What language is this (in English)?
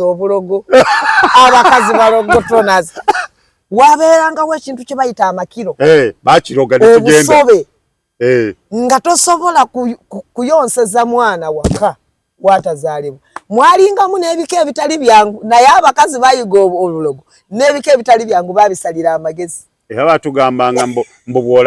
Ganda